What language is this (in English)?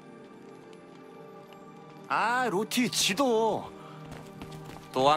Korean